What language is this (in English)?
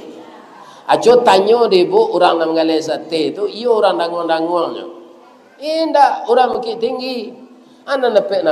Minangkabau